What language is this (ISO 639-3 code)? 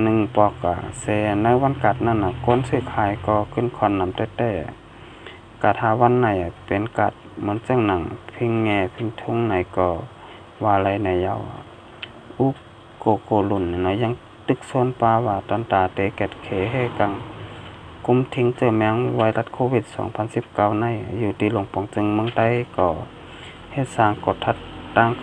shn